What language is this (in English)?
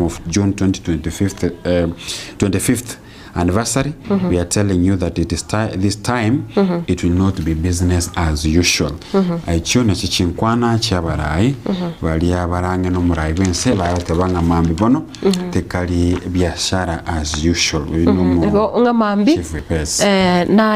Gusii